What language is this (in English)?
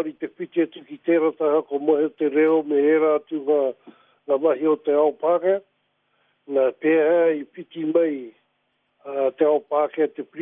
Māori